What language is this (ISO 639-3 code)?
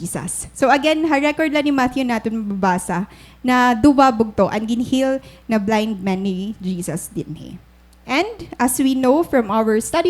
war